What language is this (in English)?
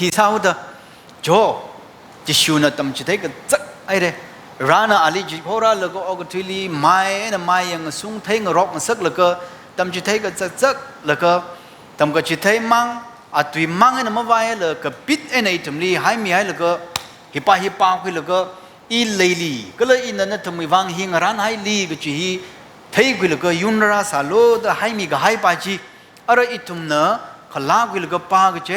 Tangkhul Naga (India)